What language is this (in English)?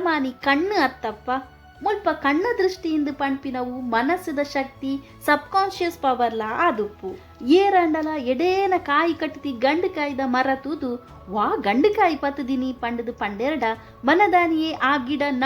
Tulu